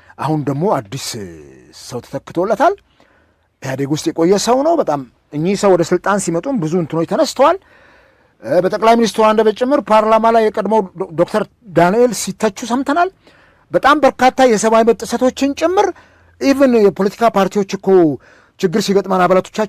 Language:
Amharic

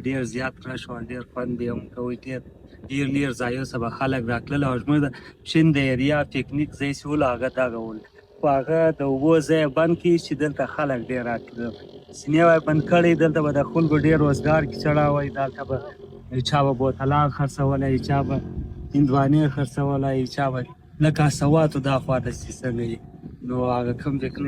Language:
Pashto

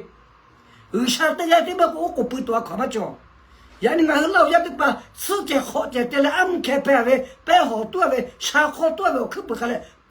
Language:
Lahu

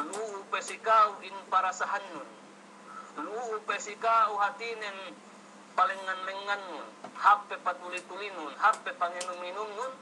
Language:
Yakan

